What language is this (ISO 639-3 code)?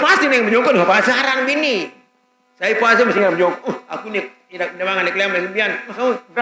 sas